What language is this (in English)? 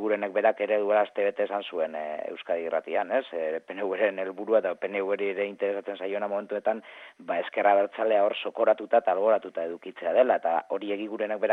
Basque